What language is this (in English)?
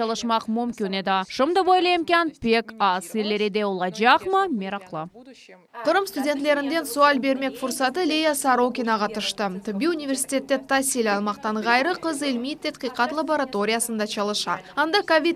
Crimean Tatar